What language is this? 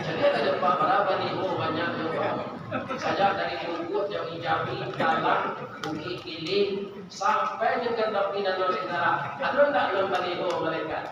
Minangkabau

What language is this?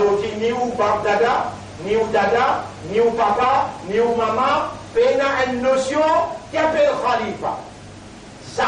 Morisyen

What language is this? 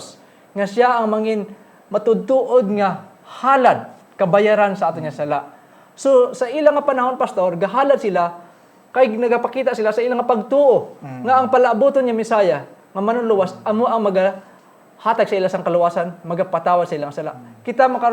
Hiligaynon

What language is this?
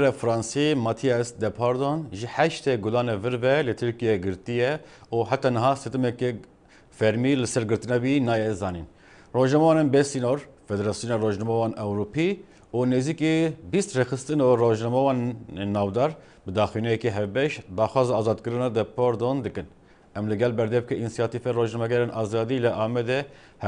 Kurdish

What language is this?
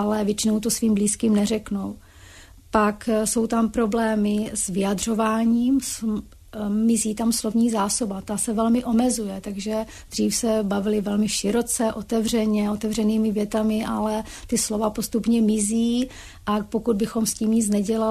Czech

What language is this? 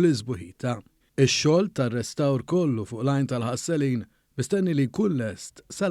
Maltese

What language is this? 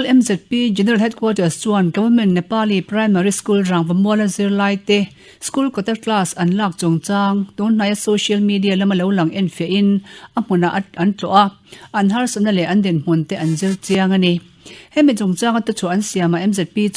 Mizo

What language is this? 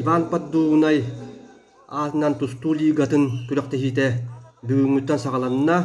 Yakut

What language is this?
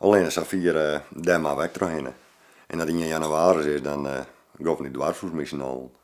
Western Frisian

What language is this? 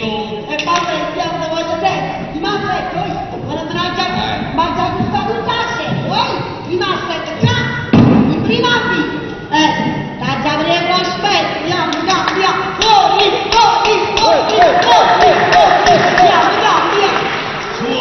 Neapolitan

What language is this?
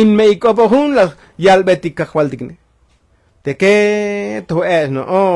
Tzotzil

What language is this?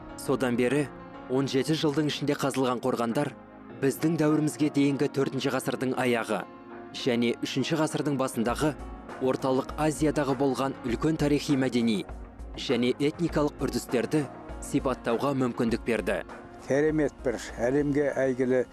Kazakh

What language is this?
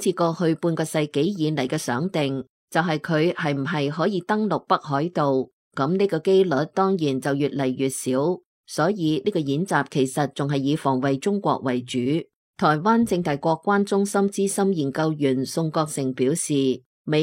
Cantonese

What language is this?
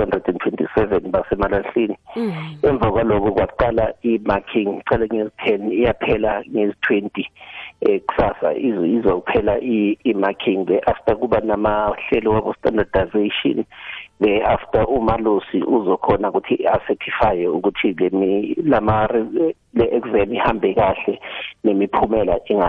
South Ndebele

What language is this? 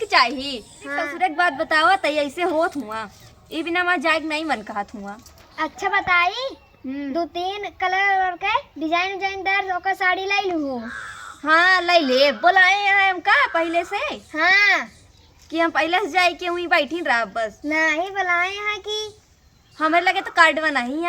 Awadhi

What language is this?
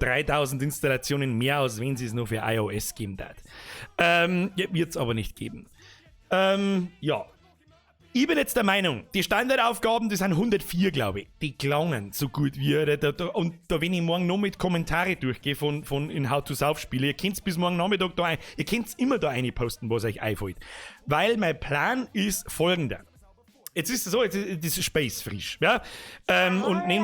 Bavarian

